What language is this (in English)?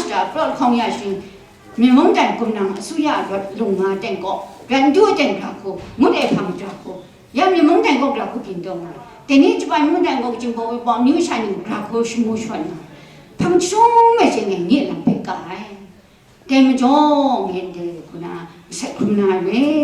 Kachin